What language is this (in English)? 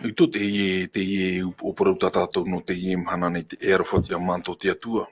Tahitian